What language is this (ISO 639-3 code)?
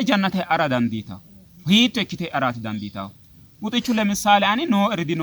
sid